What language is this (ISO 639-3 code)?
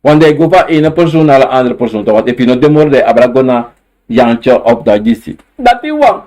srn